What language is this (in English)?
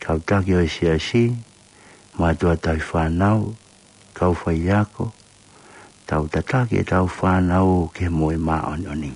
Tongan